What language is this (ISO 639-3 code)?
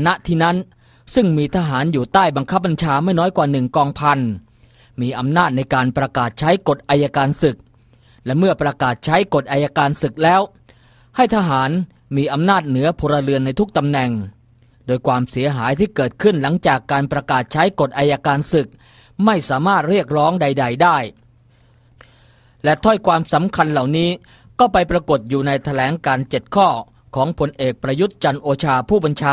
tha